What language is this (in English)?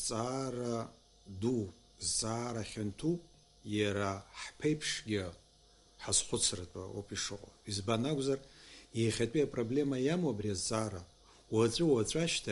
Abkhazian